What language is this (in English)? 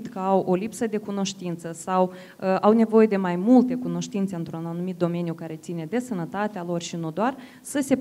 Romanian